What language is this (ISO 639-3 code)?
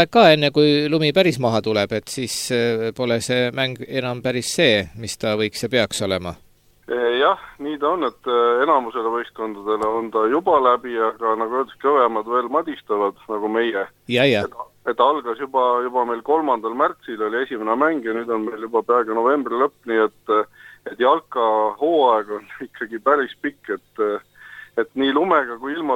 est